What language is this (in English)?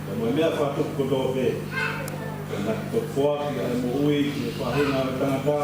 Tongan